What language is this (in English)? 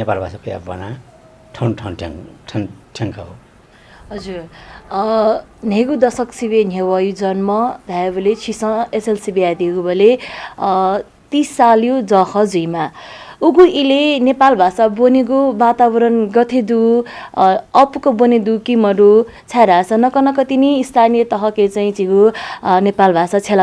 Newari